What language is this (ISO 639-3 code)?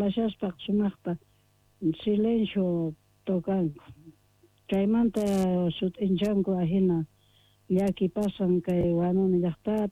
que